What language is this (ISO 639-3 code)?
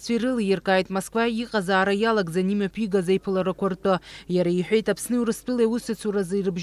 abk